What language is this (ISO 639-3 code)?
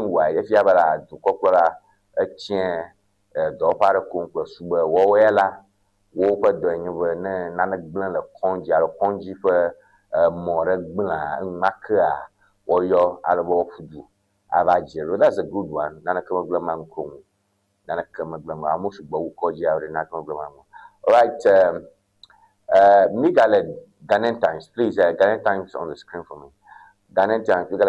ewe